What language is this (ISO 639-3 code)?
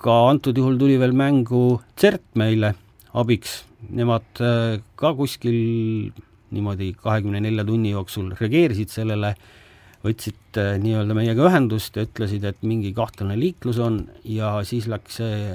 est